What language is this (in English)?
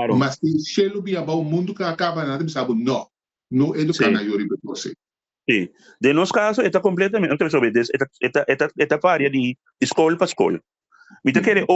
Papiamento